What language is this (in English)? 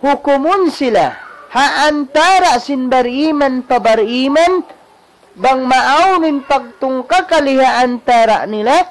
Tausug